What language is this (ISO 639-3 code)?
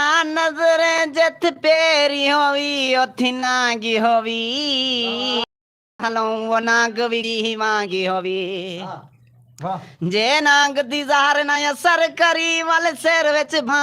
skr